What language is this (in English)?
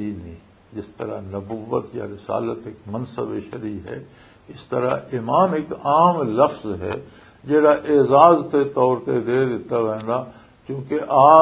Western Panjabi